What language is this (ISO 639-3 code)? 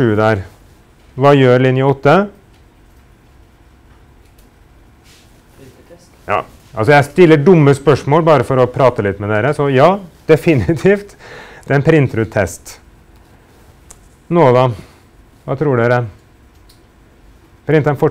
nor